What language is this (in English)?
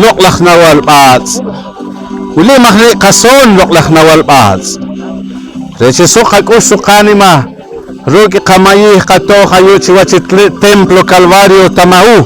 Poqomchi'